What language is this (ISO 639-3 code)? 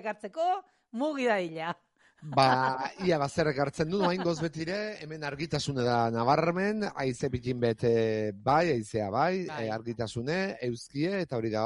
eus